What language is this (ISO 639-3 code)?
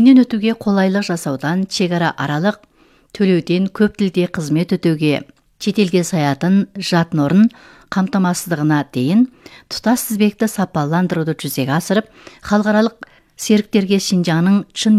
kaz